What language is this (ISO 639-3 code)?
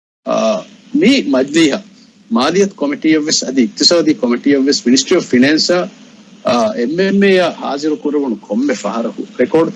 div